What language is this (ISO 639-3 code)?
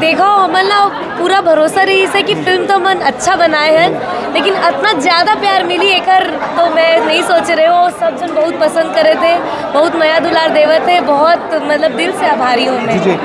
hne